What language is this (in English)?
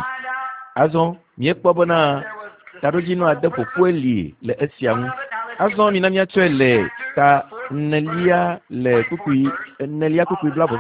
Ewe